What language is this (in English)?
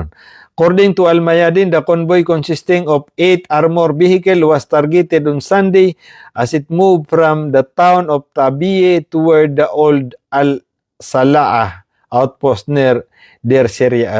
Maranao